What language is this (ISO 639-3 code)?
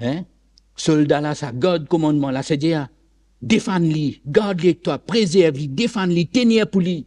mfe